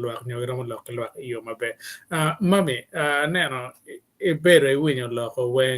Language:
Acoli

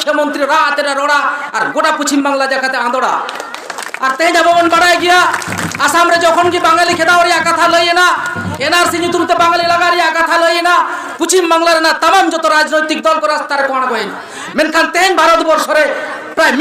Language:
Santali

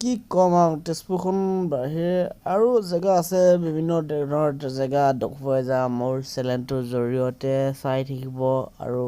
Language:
Assamese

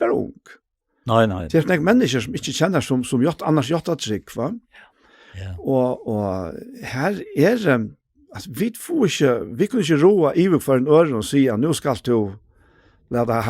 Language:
Faroese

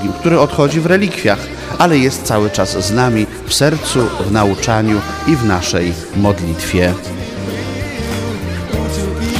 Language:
Polish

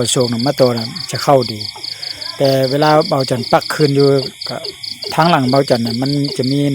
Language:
Lao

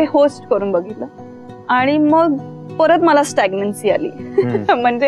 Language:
Marathi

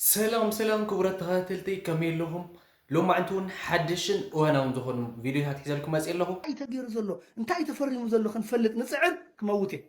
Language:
Tigrinya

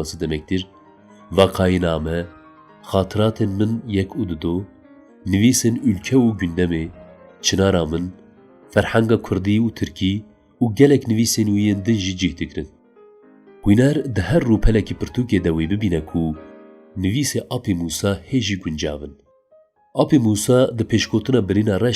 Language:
Kurdish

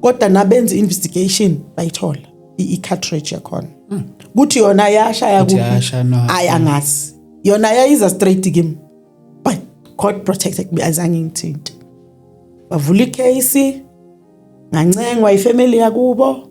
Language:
Zulu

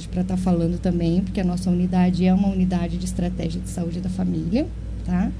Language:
Portuguese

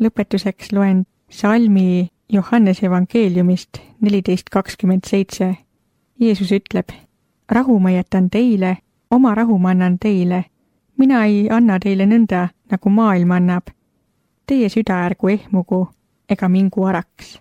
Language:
Estonian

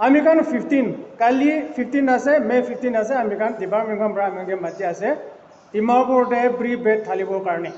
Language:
Naga Pidgin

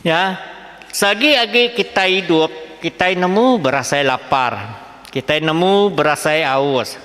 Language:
Iban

